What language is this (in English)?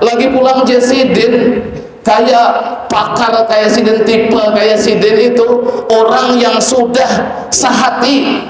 Banjar